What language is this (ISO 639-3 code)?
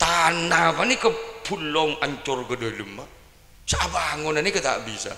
mad